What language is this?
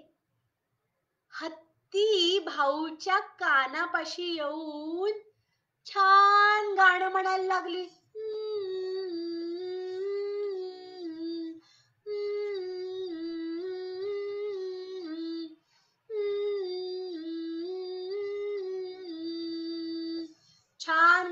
Marathi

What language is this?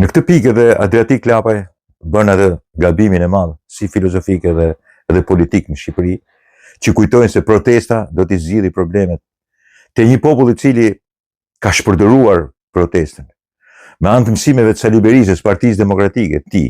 Albanian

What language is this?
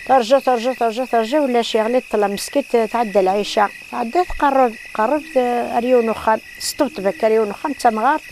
Kabyle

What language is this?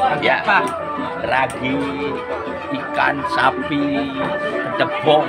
Sasak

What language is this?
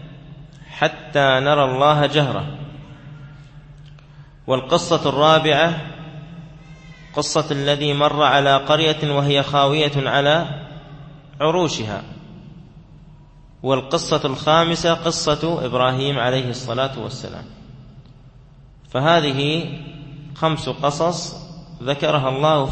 Arabic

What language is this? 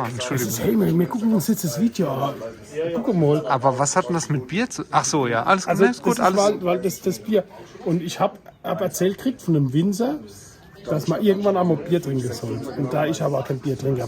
Palatine German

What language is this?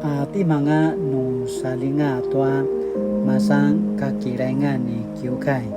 Paiwan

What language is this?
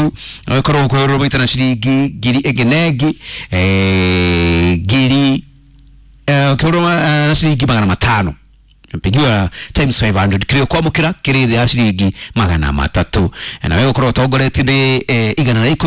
Kikuyu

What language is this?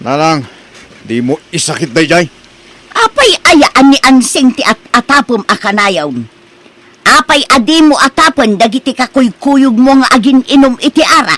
Iloko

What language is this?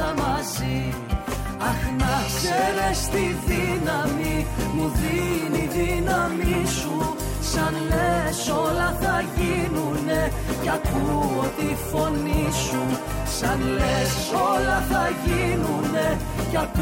Greek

